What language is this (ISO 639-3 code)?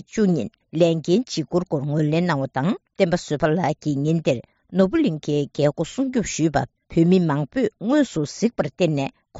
bod